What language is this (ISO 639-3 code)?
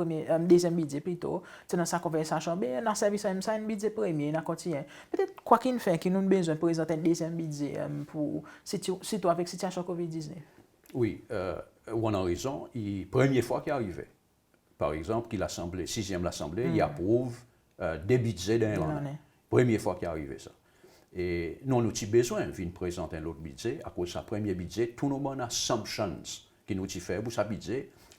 crs